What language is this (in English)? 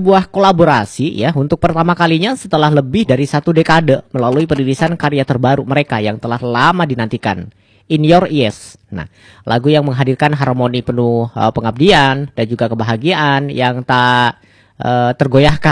Indonesian